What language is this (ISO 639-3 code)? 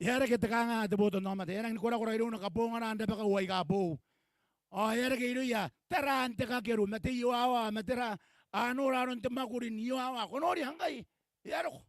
gil